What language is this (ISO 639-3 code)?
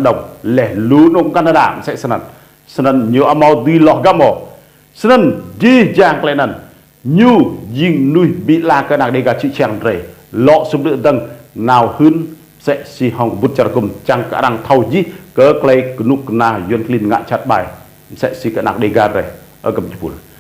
rad